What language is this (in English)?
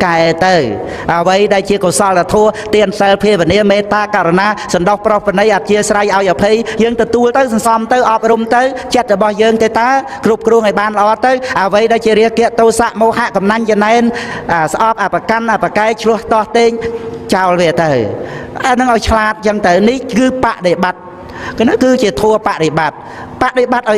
Khmer